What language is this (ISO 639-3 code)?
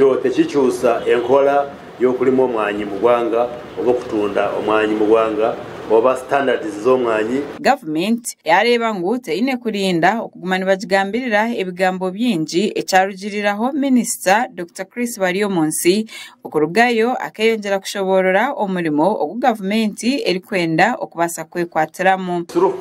nyn